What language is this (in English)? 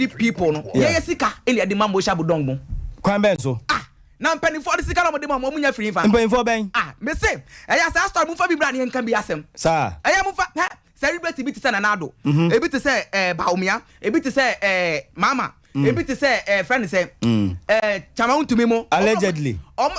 Akan